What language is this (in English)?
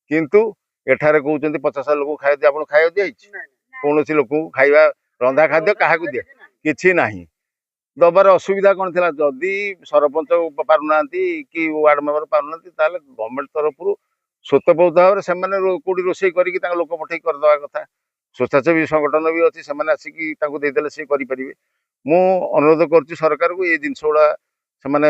Odia